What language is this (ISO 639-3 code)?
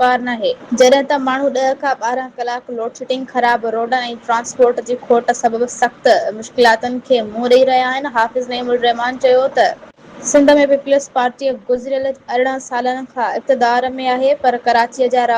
snd